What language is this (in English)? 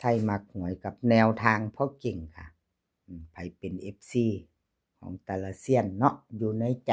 Northeastern Thai